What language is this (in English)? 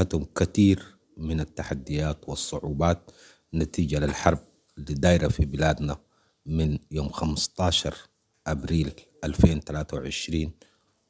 Sudanese Arabic